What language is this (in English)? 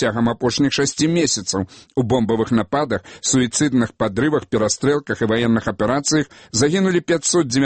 Belarusian